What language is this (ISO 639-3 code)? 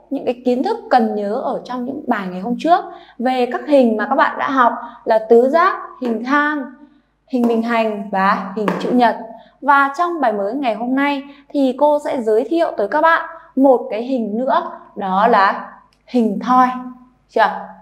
vie